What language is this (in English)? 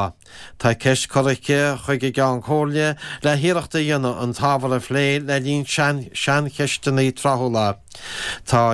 Irish